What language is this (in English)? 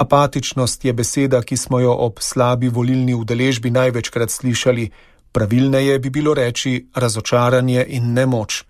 Slovenian